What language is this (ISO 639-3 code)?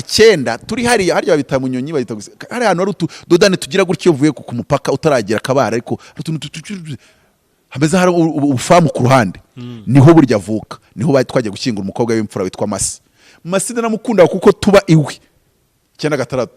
kin